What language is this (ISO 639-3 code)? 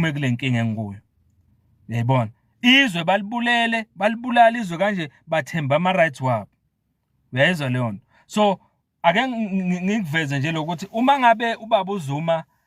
zul